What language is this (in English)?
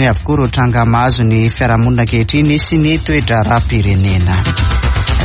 Malagasy